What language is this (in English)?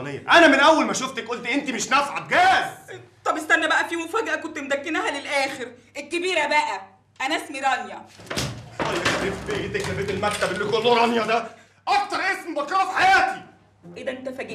Egyptian Arabic